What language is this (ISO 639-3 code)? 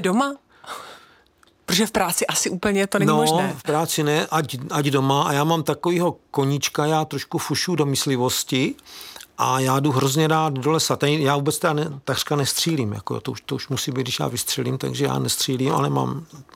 ces